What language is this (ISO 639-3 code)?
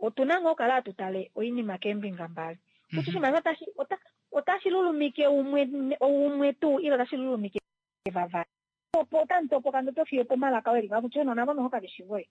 kua